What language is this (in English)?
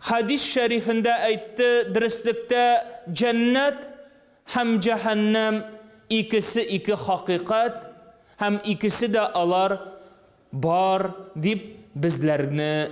Tatar